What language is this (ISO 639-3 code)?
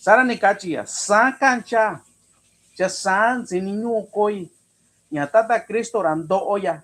mix